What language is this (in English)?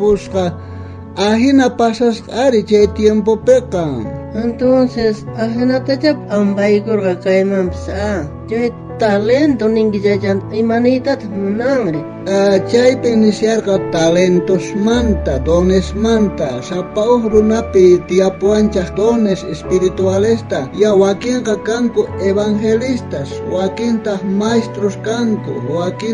South Bolivian Quechua